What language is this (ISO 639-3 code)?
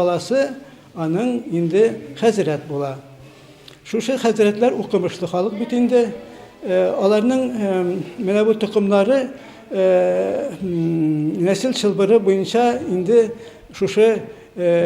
tat